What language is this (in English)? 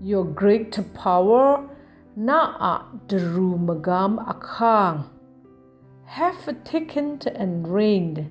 Kachin